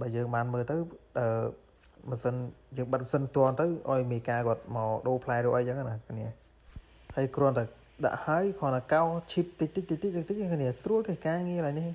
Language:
Khmer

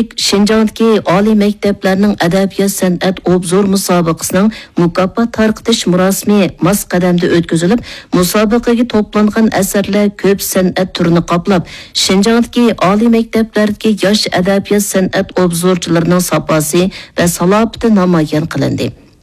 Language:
Uyghur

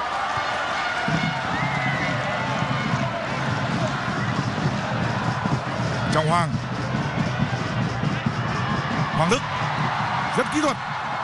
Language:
Vietnamese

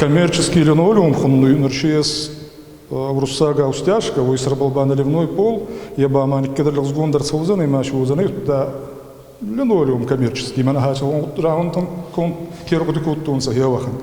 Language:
Ossetic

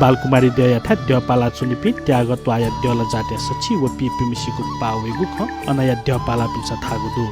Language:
Newari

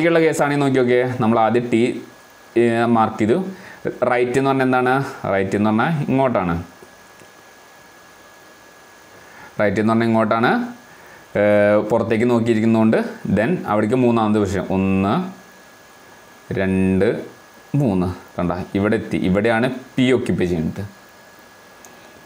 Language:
Malayalam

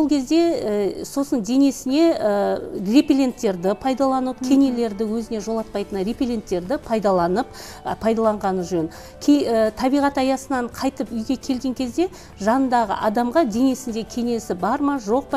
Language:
Kazakh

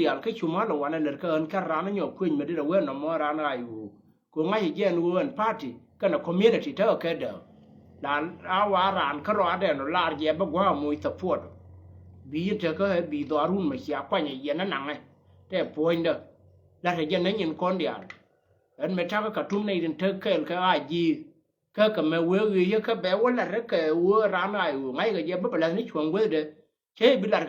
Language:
Nuer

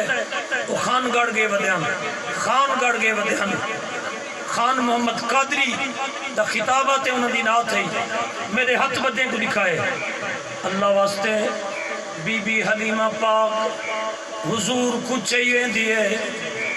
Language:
Saraiki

